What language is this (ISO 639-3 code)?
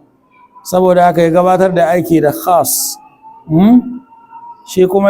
hau